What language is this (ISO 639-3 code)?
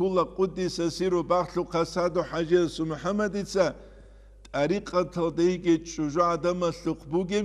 ava